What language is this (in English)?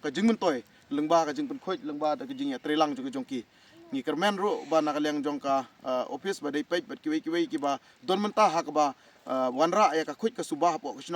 Khasi